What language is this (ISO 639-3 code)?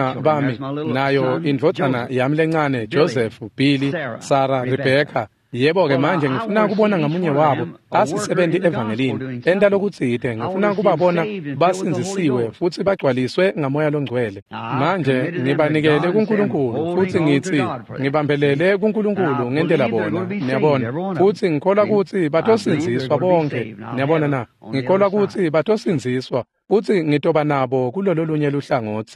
ssw